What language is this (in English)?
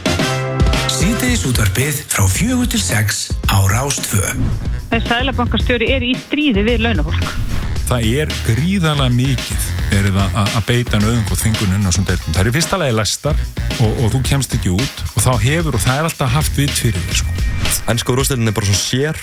Icelandic